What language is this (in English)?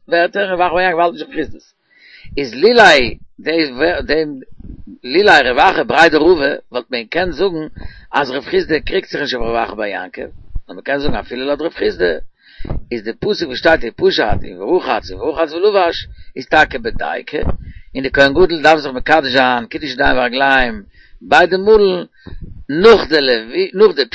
Yiddish